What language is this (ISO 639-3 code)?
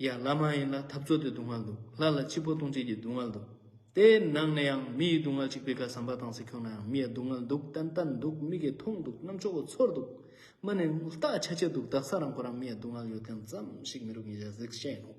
lbj